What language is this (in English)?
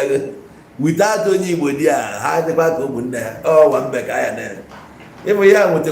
Igbo